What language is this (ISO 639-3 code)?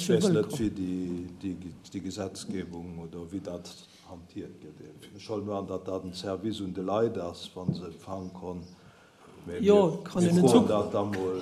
ltz